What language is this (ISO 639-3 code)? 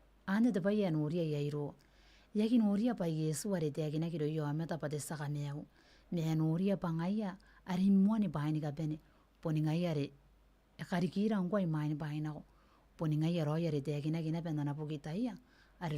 gil